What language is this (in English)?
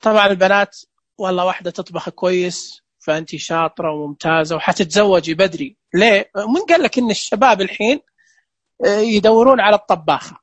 Najdi Arabic